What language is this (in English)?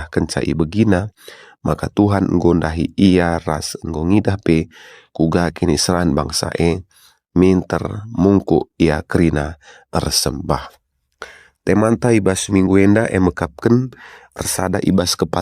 Batak Karo